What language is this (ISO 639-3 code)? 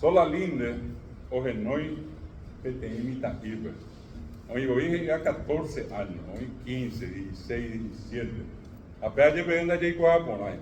grn